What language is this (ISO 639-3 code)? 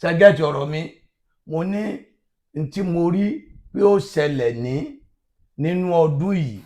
yor